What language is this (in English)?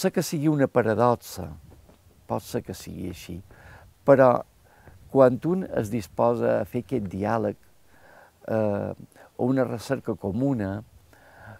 Catalan